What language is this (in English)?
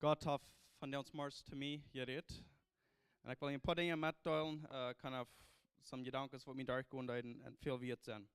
Plautdietsch